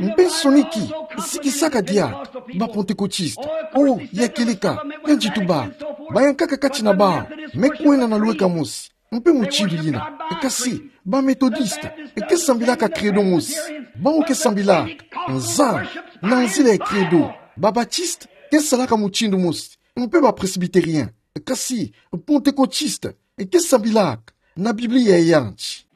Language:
Kituba (Democratic Republic of Congo)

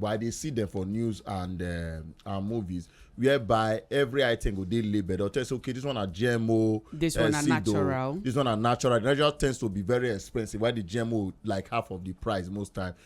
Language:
Nigerian Pidgin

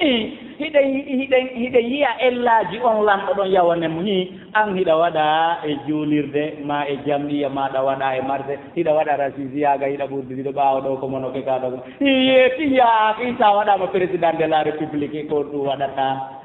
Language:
Fula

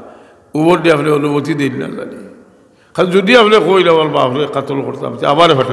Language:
Sylheti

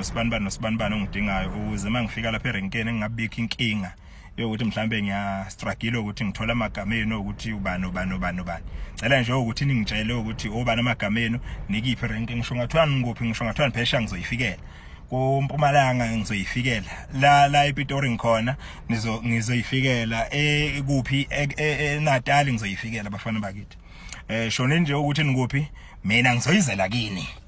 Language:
Zulu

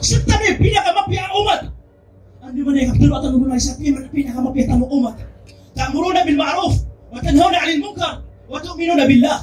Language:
Maranao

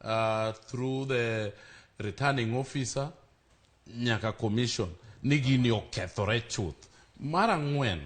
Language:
Luo (Kenya and Tanzania)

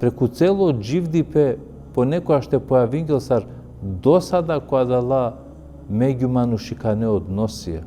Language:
Balkan Romani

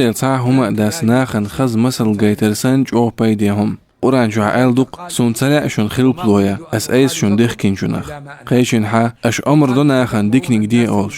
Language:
Chechen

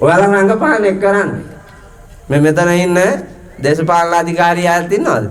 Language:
Sinhala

